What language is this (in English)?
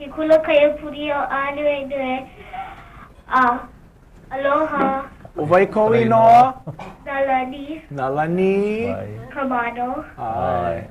Hawaiian